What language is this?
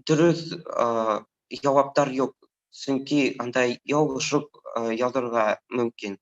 Bashkir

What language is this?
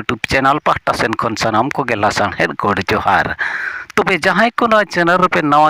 Santali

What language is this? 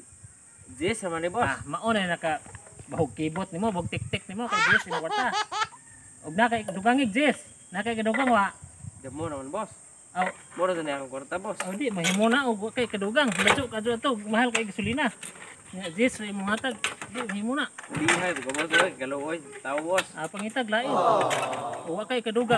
Cebuano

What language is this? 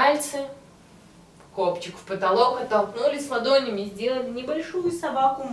Russian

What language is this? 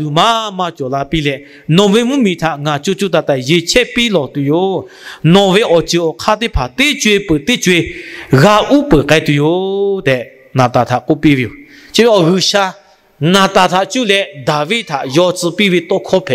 Lahu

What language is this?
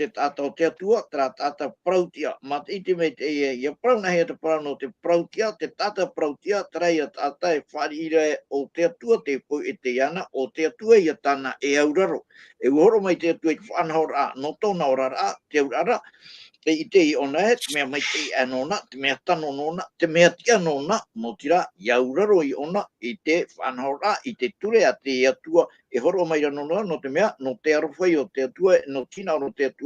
Tahitian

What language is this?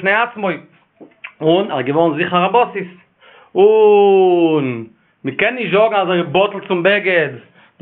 Yiddish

